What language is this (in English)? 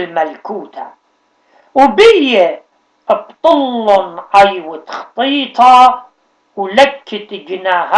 Assyrian Neo-Aramaic